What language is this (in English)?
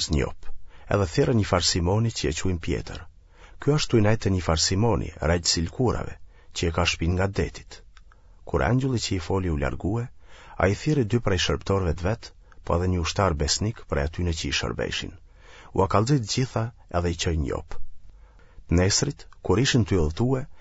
Albanian